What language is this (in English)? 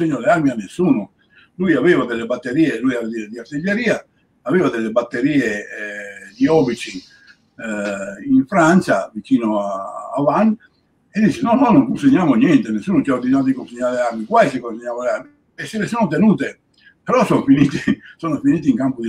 Italian